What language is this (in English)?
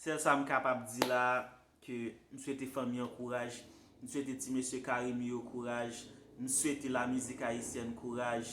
Haitian Creole